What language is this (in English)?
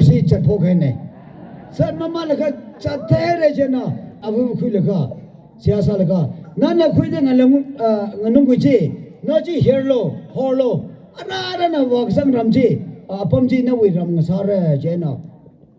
Tangkhul Naga (India)